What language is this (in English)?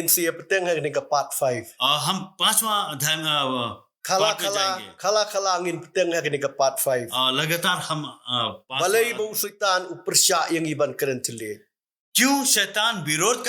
Khasi